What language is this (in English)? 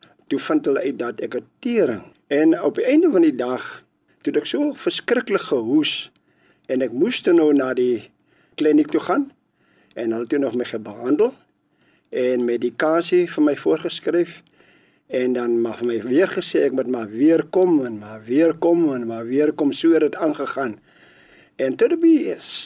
Afrikaans